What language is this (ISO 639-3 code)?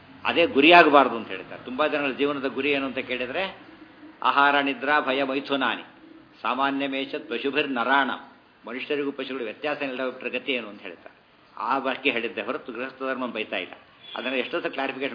kan